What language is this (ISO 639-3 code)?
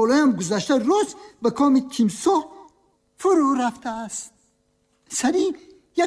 tgk